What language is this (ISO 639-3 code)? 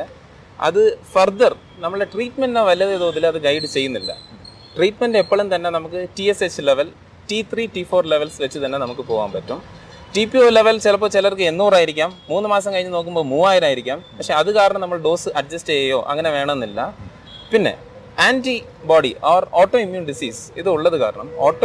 mal